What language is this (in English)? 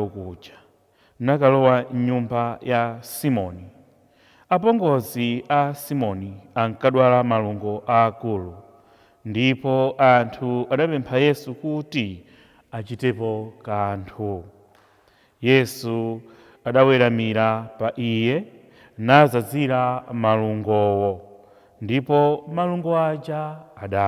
Nyanja